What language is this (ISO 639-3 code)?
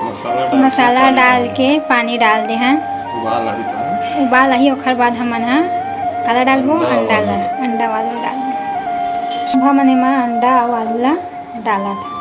hne